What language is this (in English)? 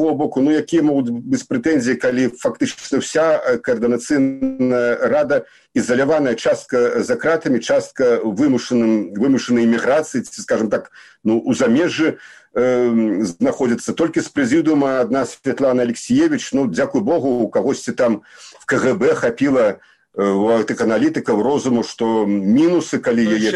Belarusian